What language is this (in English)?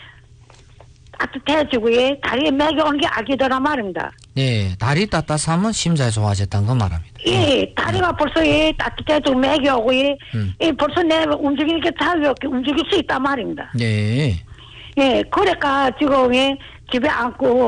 Korean